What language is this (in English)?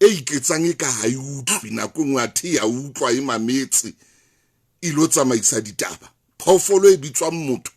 Southern Sotho